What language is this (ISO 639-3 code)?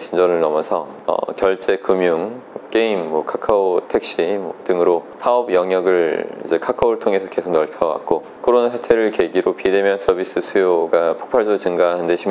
kor